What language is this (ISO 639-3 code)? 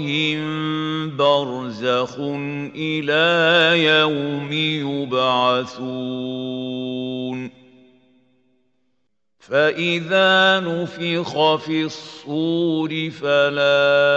ara